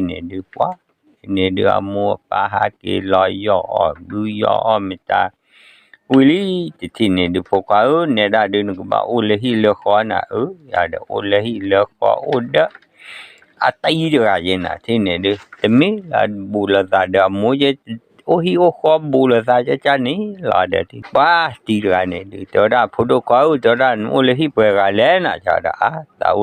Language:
S'gaw Karen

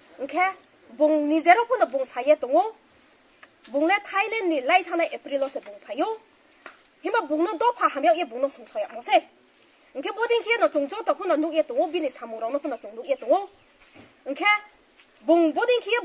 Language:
Riang (India)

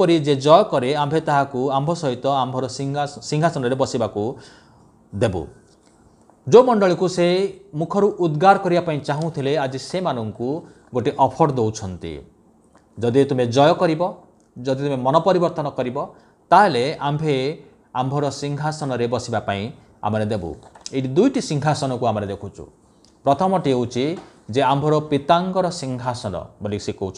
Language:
Odia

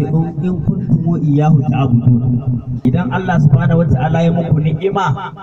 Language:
Hausa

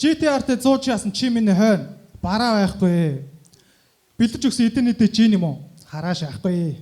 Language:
Mongolian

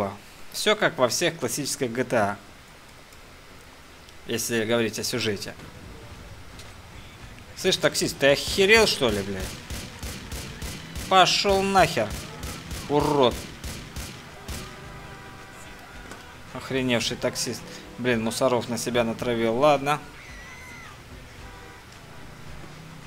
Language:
Russian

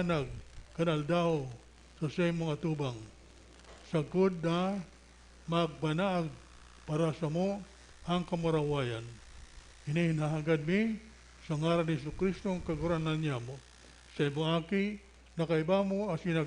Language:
Bikol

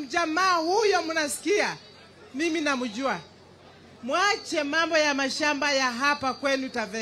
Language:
Swahili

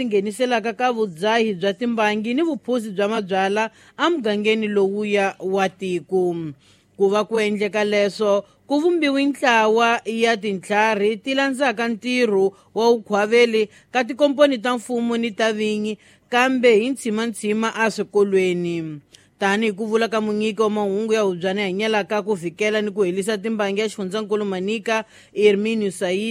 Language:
Tsonga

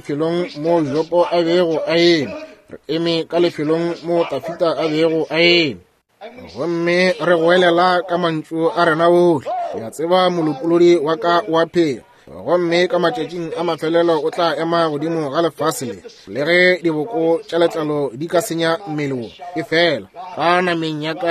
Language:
Northern Sotho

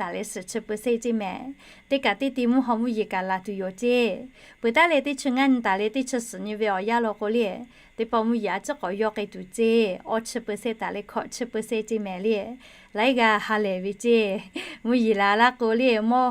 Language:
Lahu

